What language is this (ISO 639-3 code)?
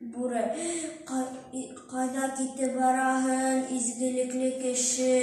bak